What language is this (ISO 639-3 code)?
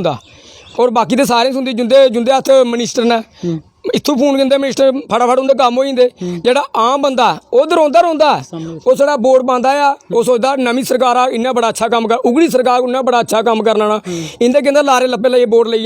doi